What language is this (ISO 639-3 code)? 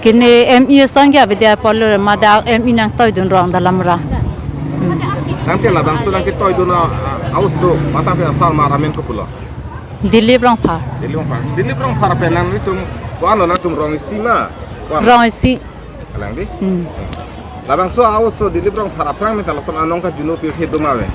mjw